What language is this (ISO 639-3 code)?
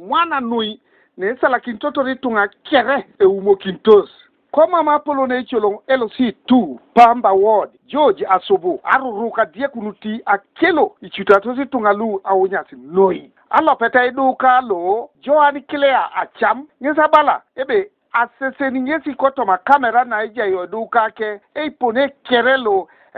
teo